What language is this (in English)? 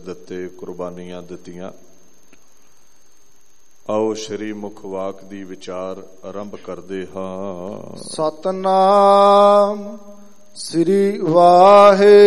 Punjabi